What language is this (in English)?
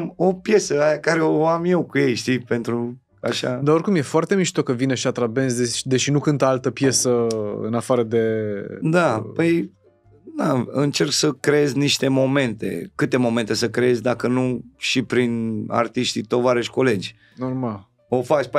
Romanian